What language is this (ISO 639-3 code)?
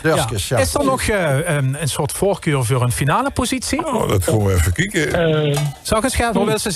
lim